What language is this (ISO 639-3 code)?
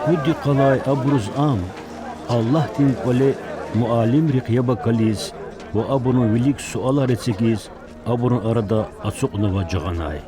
lez